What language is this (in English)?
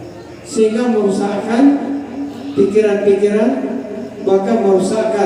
Achinese